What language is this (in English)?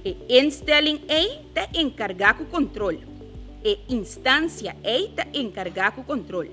Papiamento